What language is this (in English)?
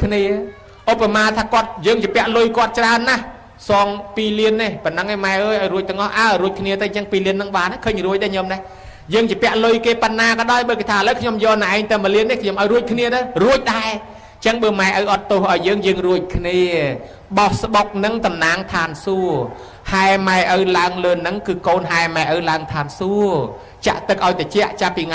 Khmer